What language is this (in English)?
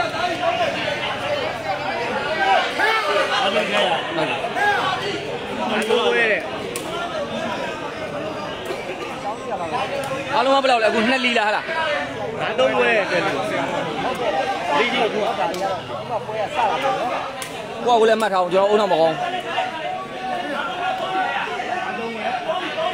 Burmese